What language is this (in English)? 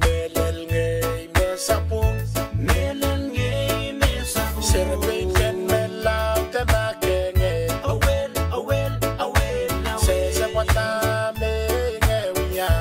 Pohnpeian